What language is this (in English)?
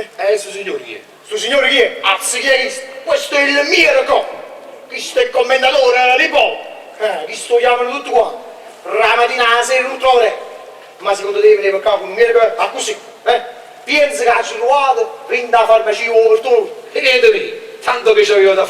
Neapolitan